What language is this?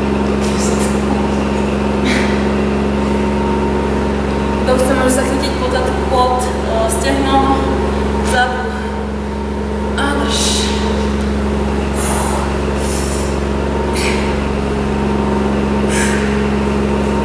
Slovak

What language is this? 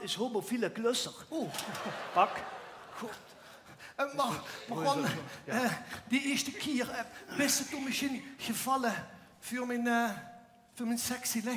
Limburgish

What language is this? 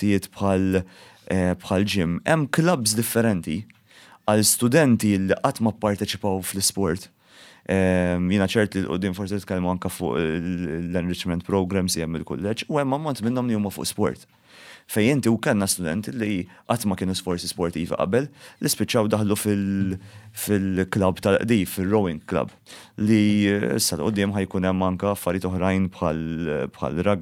Maltese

